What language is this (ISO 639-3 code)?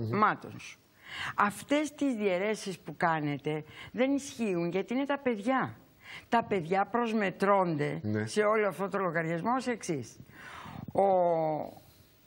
ell